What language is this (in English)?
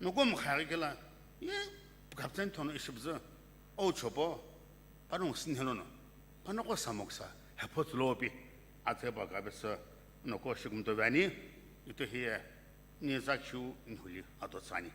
Sumi Naga